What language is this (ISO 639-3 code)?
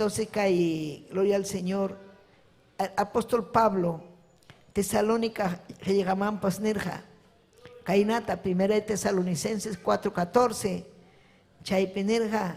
quy